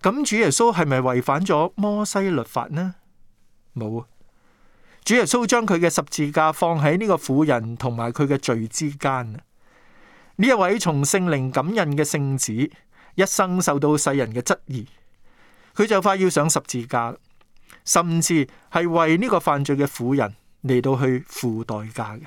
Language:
Cantonese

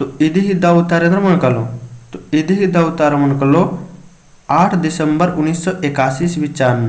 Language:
Kurukh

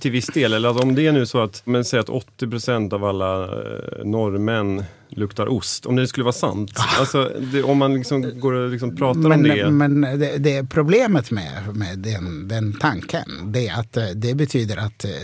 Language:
Swedish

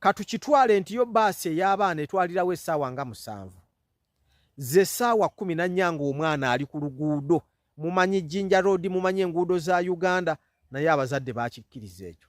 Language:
Ganda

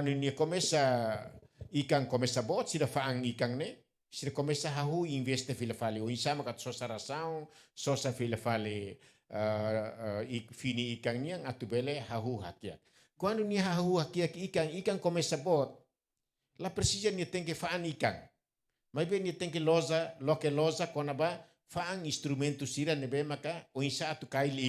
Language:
Tetum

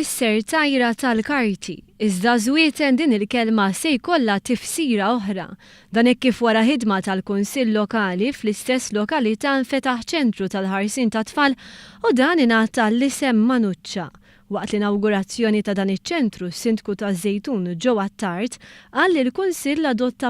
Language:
Maltese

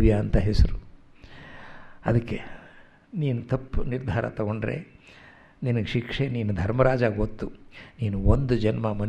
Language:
Kannada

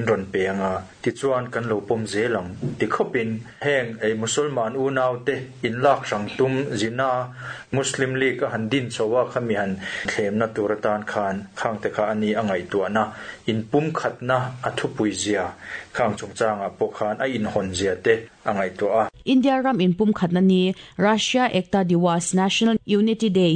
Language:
Mizo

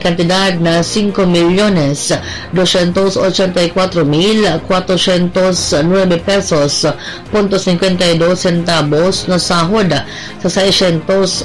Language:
Bikol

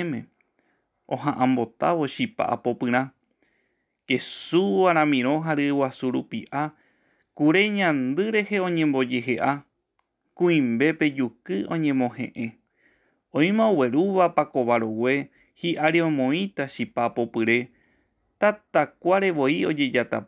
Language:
Guarani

